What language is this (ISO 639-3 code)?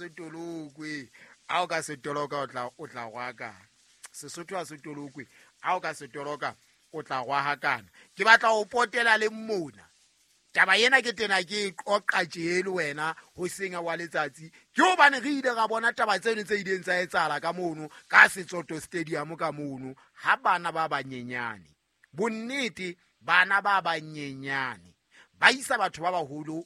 sot